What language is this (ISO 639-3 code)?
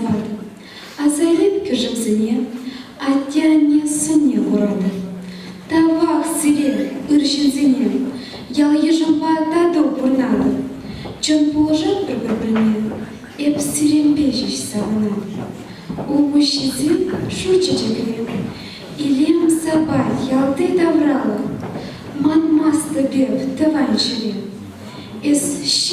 chv